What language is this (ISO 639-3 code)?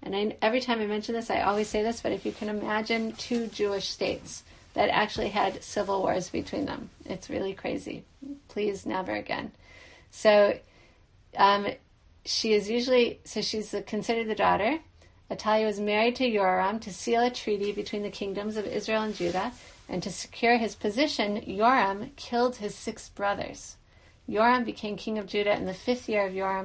eng